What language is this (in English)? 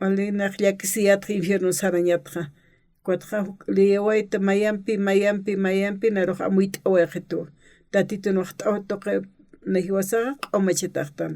Aymara